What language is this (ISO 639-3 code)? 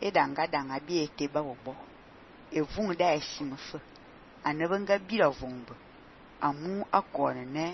fan